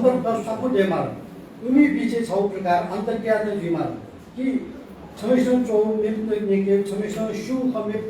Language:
Newari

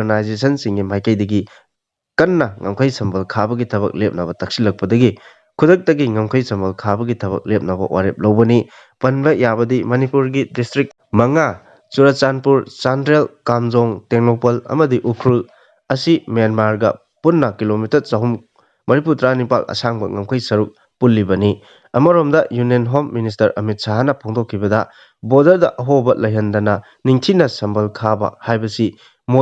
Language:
Manipuri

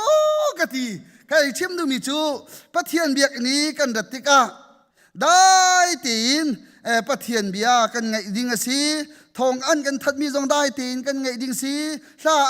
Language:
Hakha Chin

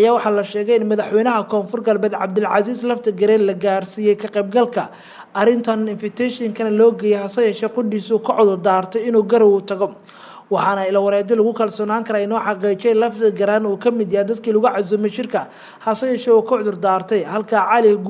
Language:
Somali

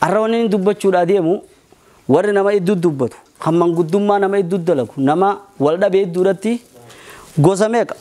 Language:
Oromo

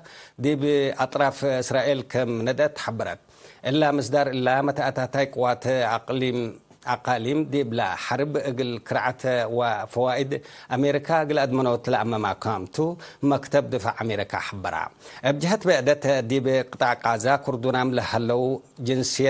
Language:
Tigre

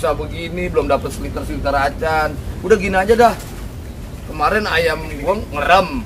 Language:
Betawi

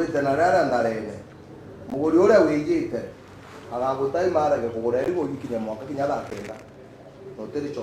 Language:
Meru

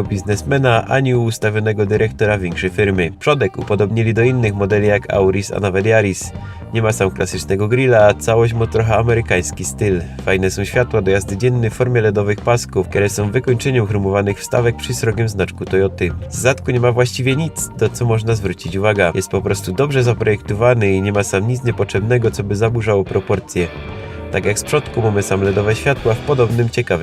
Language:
Silesian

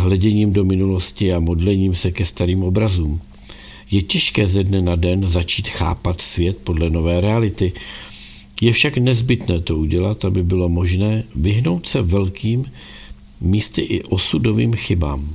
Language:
Czech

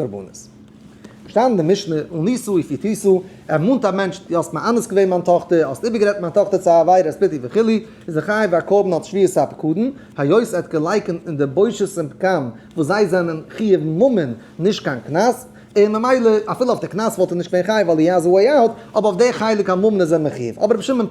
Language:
Yiddish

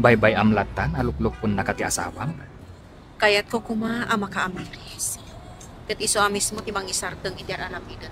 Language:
Iloko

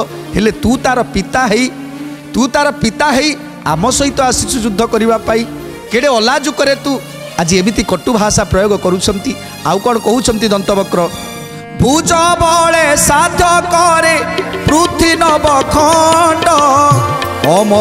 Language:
Odia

